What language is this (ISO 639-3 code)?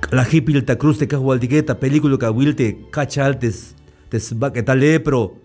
tzh